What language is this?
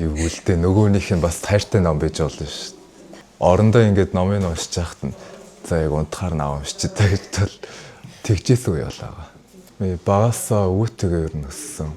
Mongolian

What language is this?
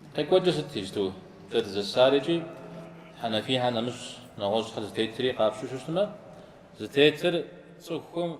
Kabardian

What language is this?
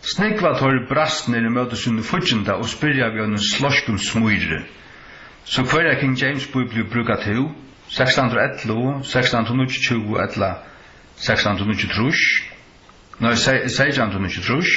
Faroese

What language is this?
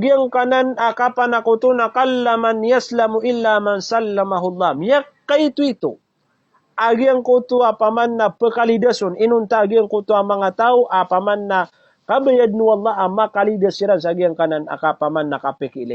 Maranao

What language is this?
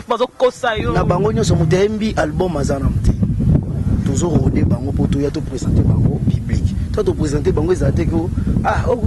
Lingala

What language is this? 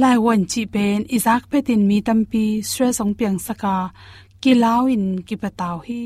Tedim Chin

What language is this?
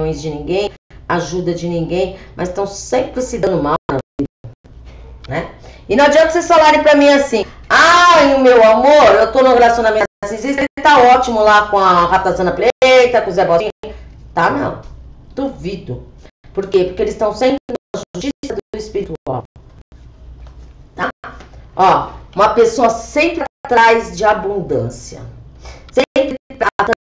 Portuguese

